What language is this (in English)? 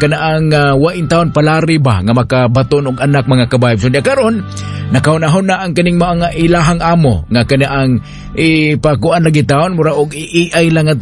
Cebuano